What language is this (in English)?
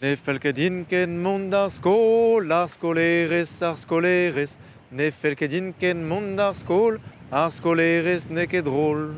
Breton